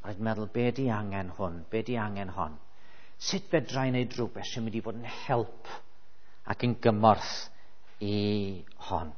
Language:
Welsh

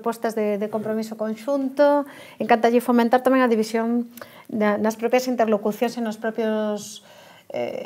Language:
Galician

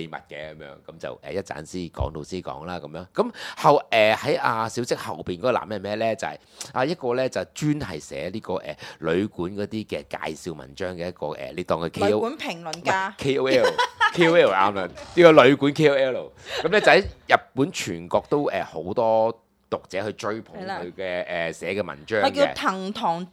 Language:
Cantonese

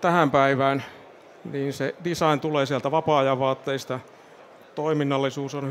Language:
Finnish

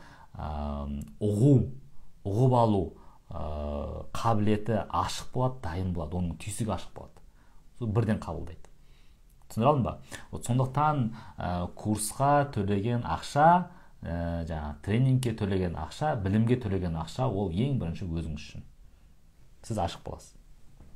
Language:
Kazakh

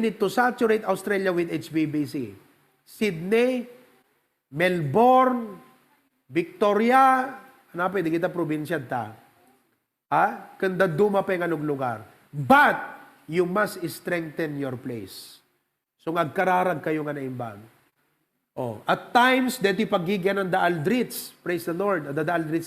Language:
Iloko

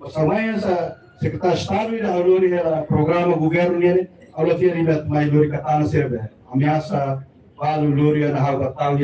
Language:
Tetum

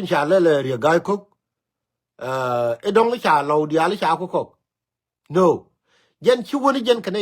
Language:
Nuer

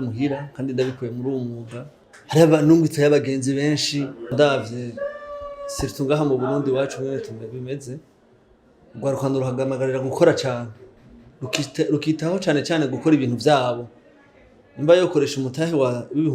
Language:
Rundi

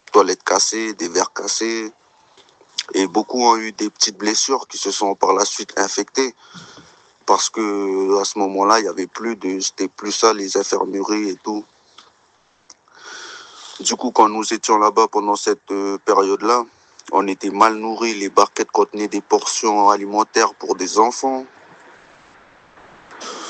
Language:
French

